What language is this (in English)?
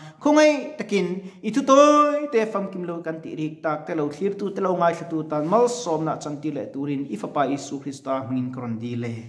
Mizo